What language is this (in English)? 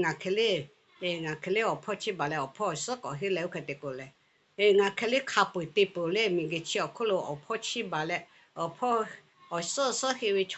Lahu